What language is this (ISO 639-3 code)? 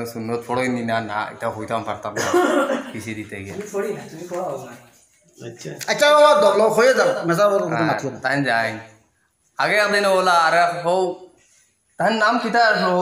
syl